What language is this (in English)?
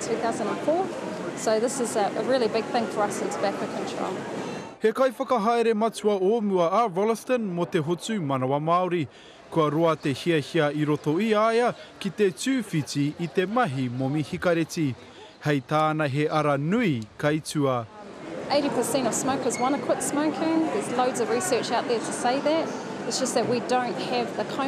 Māori